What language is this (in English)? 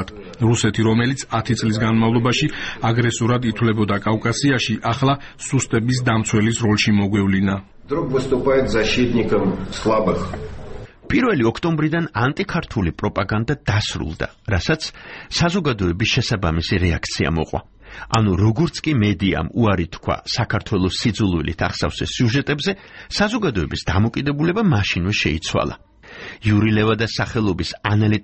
Georgian